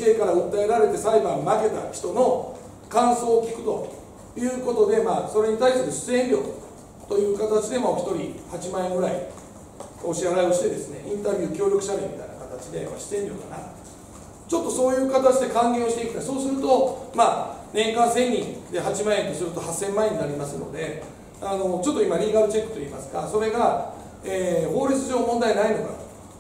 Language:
Japanese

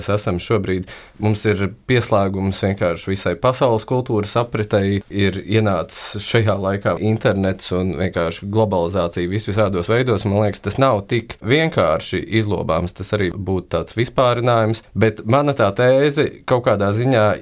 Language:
Latvian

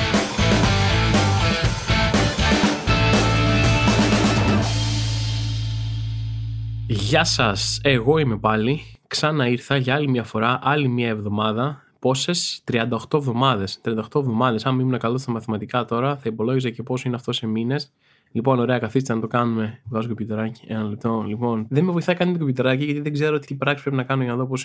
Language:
Greek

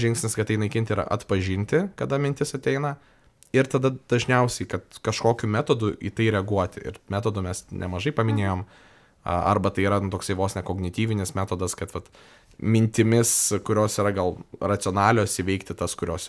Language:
Lithuanian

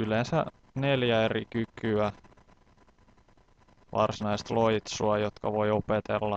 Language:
Finnish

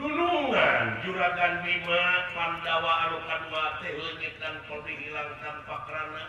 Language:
Sundanese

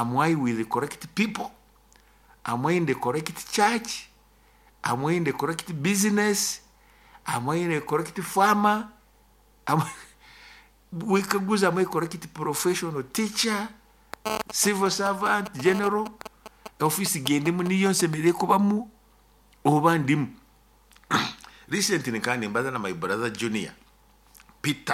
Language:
Nyoro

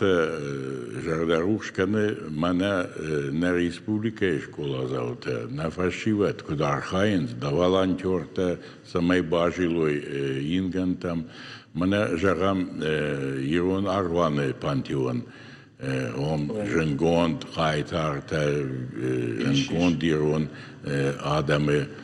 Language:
Ossetic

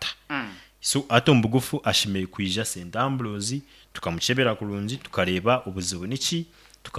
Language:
Nyankole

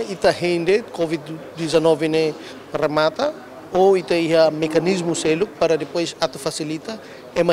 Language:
Tetum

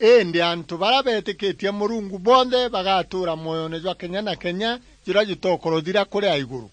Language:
Meru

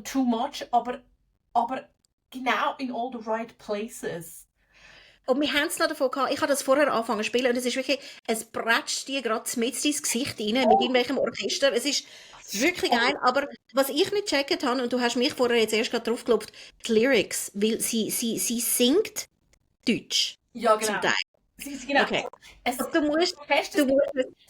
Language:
Swiss German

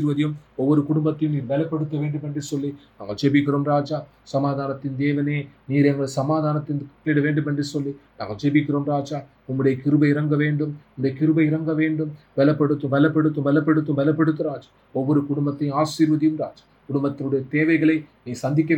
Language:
Tamil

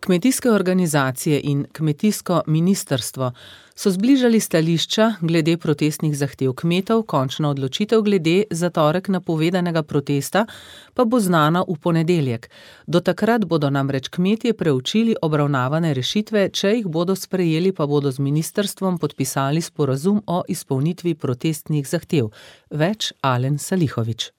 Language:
Slovenian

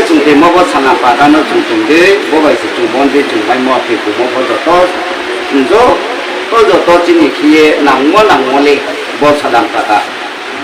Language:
Riang (India)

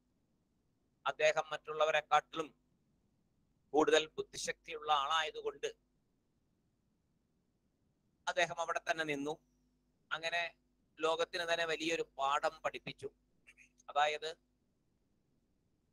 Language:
Malayalam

